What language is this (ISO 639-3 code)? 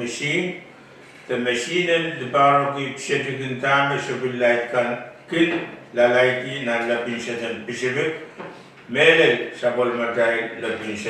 pon